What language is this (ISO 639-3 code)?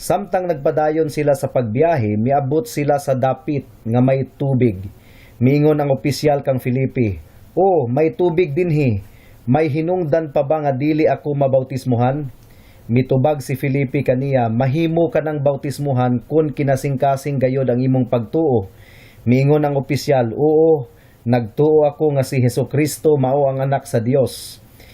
ceb